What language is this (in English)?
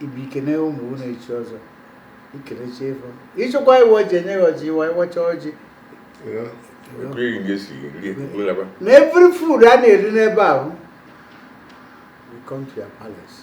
Igbo